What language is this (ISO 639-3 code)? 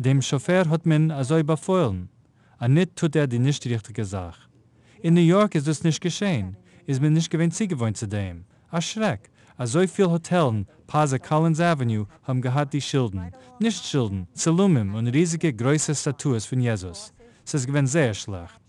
yid